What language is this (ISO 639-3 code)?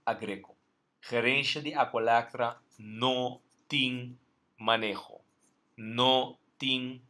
pap